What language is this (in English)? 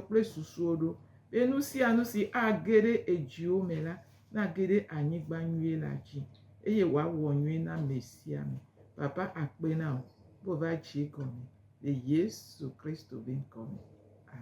Gen